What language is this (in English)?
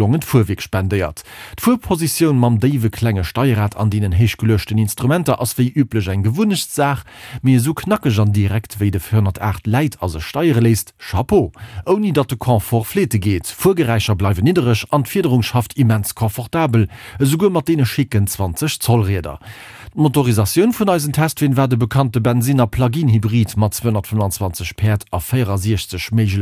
Luxembourgish